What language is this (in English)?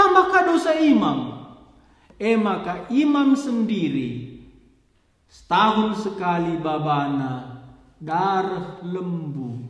Batak Karo